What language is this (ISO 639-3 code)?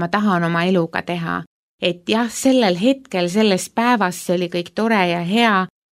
est